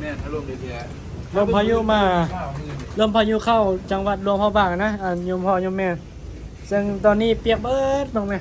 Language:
Northeastern Thai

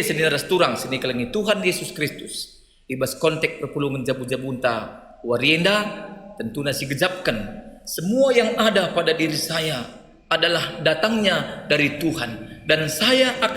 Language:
Batak Karo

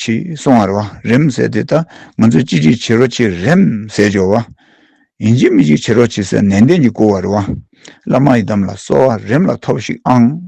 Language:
Tibetan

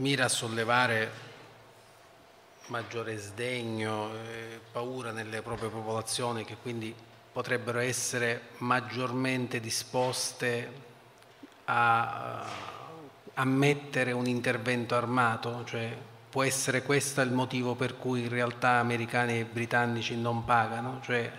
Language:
Italian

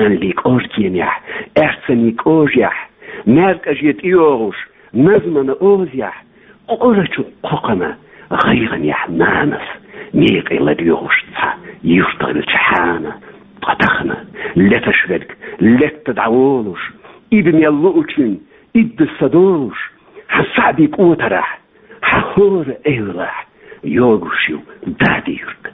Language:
Chechen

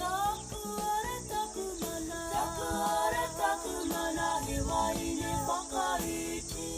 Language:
Māori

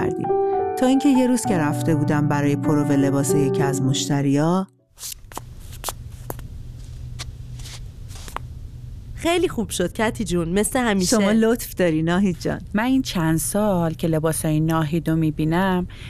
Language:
Persian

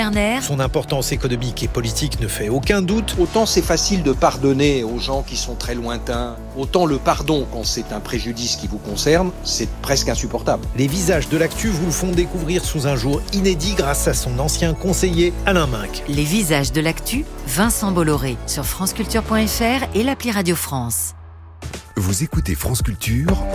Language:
French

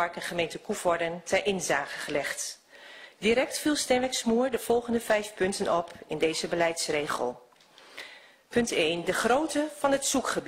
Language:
Dutch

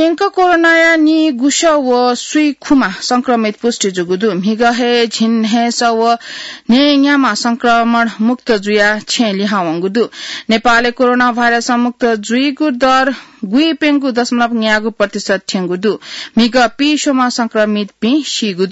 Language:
Newari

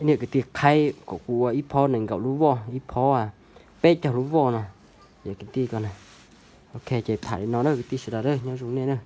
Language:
Hmong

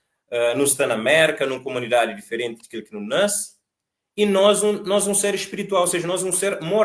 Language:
Kabuverdianu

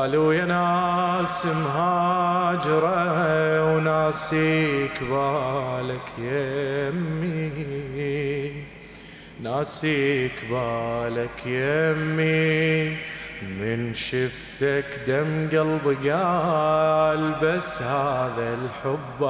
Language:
Mesopotamian Arabic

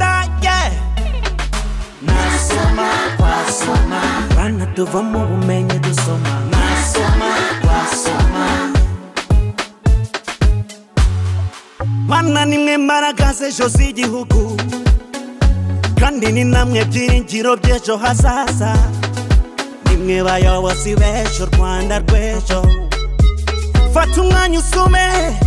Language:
Kinyarwanda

